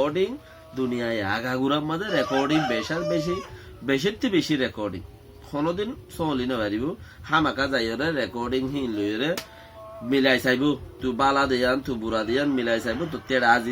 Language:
Rohingya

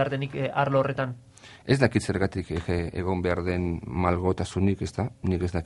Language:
Basque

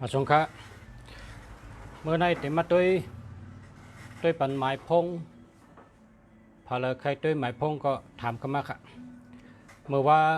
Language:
Shan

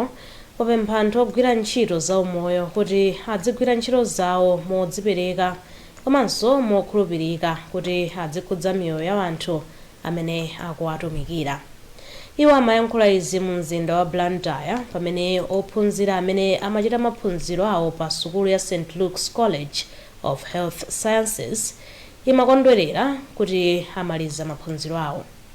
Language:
Nyanja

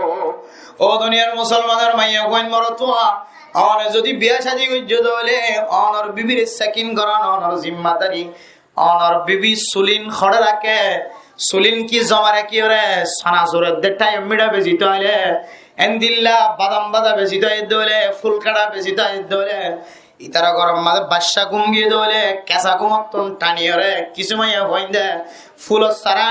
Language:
Rohingya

